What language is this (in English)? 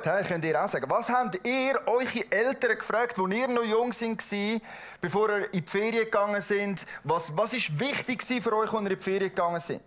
Swiss German